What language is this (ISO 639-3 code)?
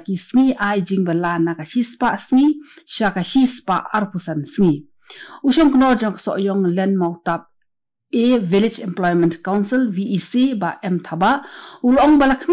kha